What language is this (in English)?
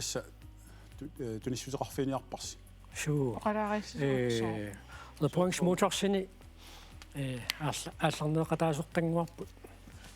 Kalaallisut